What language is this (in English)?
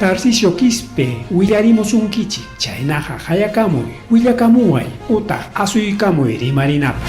Ayacucho Quechua